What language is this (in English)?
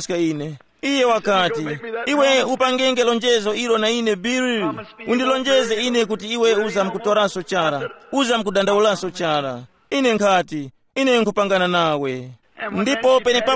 Tumbuka